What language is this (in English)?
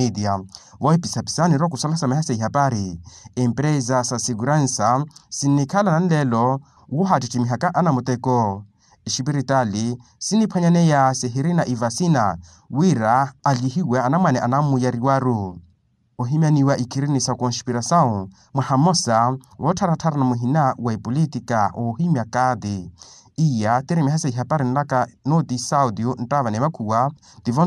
Makhuwa